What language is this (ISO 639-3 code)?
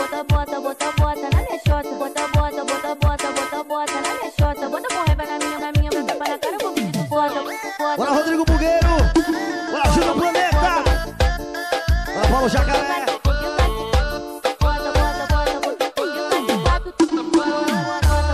por